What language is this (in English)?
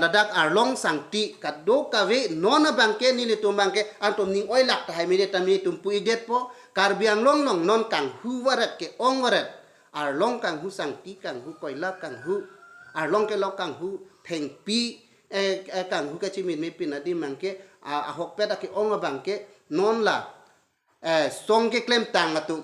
Karbi